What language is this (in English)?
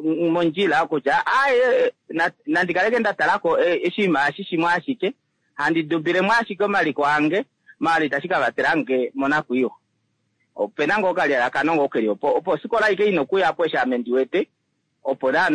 Kuanyama